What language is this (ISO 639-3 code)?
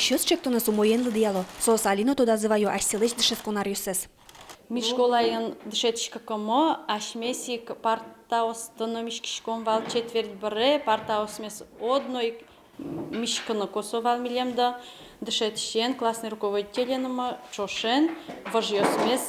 udm